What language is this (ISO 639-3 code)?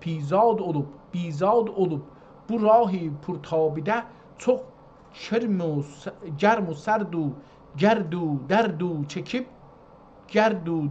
azb